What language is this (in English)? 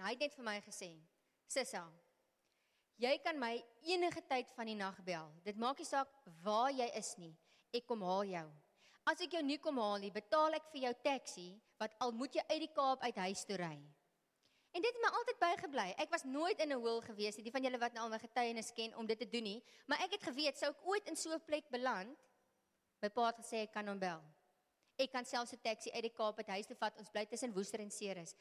Afrikaans